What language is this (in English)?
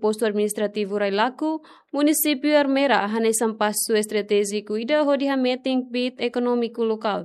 Tetum